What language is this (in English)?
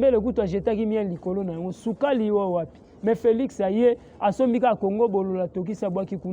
Lingala